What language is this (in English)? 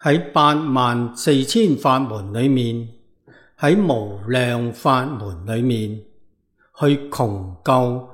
Cantonese